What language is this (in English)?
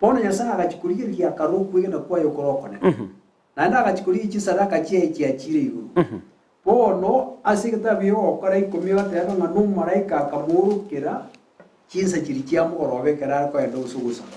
Gusii